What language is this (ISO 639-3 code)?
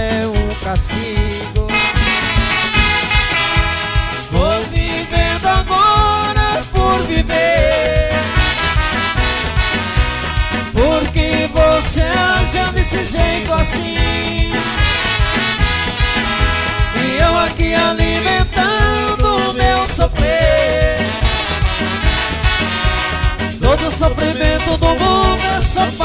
por